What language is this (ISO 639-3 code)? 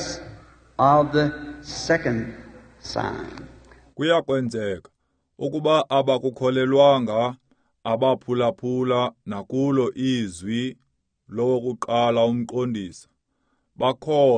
xho